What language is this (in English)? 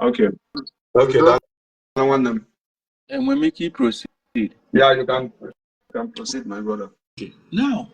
Igbo